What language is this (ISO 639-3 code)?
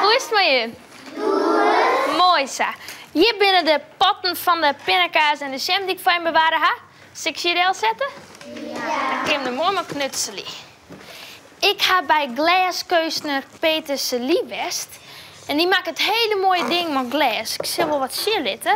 fry